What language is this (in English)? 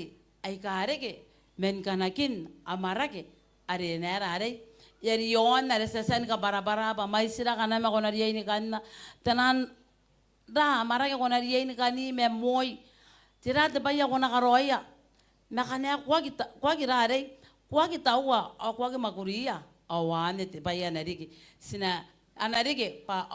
Gilbertese